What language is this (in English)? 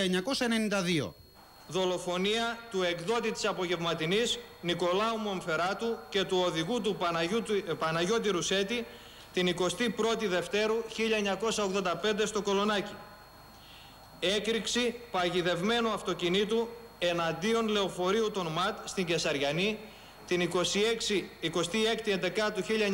Greek